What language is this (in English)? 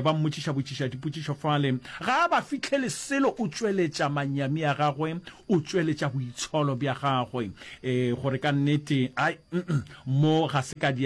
Northern Sotho